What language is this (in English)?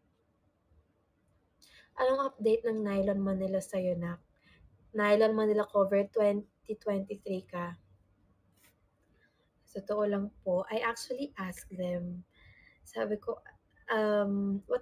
Filipino